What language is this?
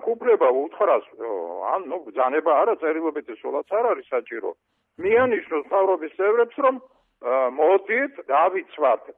Georgian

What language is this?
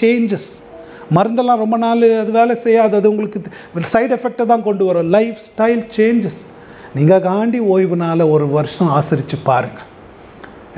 Tamil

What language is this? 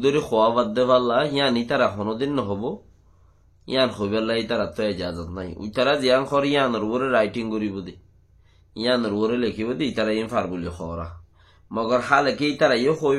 Rohingya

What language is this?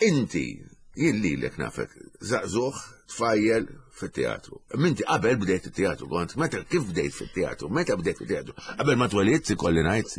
Maltese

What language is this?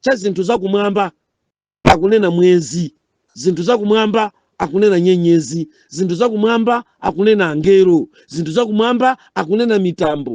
Nyanja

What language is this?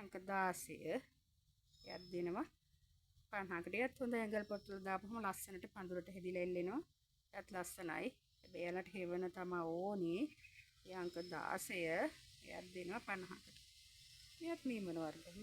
Sinhala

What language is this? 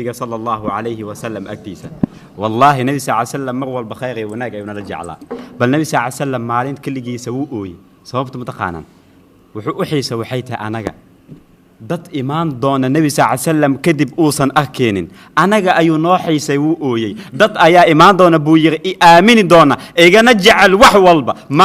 Somali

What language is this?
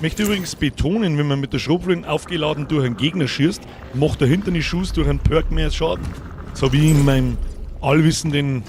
Bavarian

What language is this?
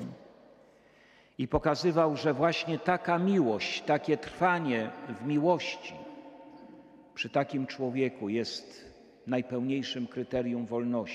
Polish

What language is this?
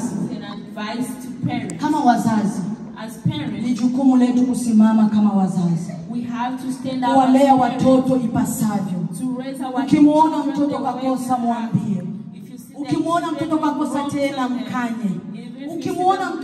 Swahili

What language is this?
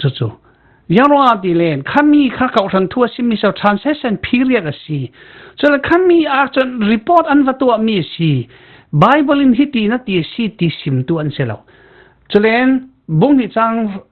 Falam Chin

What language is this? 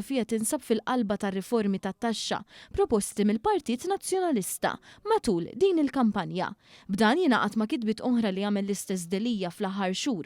Maltese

